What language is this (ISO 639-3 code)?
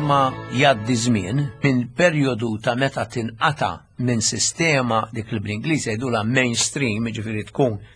mlt